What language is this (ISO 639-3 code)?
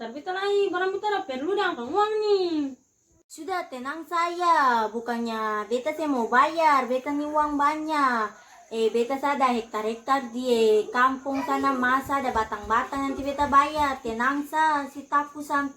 abs